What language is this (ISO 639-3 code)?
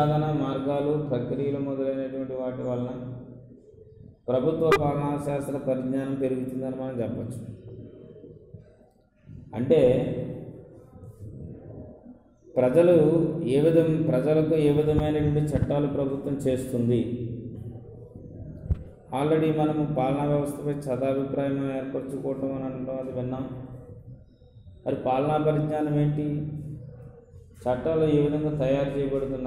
tel